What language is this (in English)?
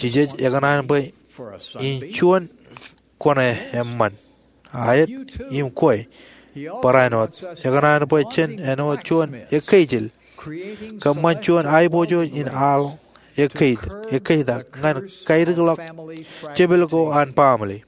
Marshallese